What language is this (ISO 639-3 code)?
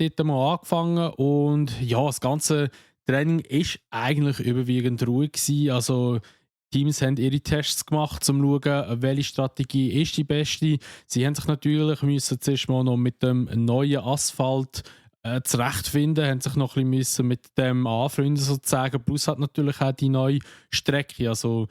gsw